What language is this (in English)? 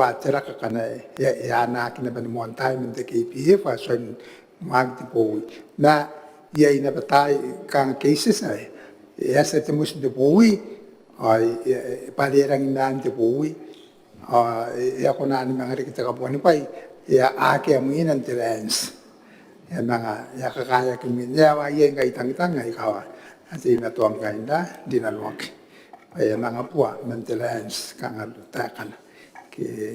Gilbertese